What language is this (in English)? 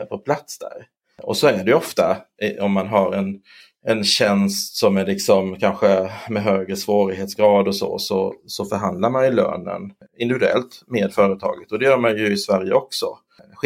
Swedish